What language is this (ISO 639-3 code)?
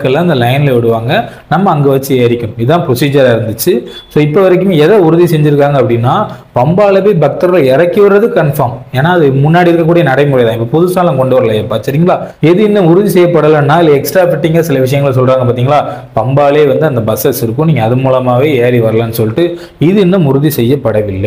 tam